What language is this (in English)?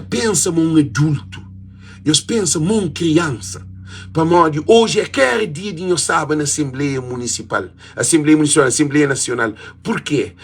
Kabuverdianu